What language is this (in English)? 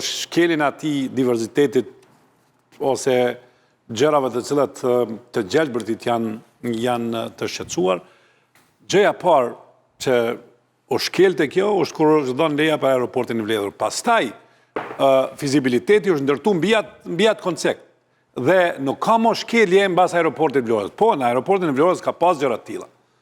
Albanian